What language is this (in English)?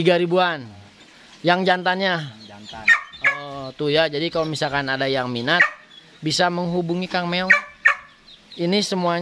Indonesian